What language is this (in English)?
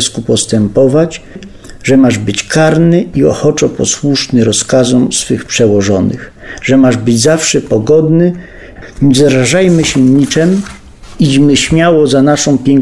Polish